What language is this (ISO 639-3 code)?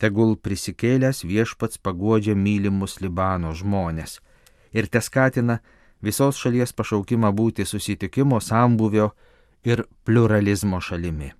lit